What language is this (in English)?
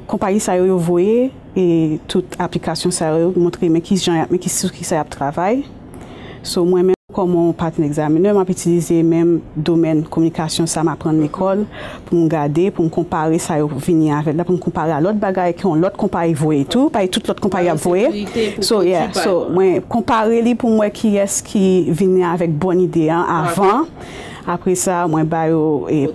Haitian Creole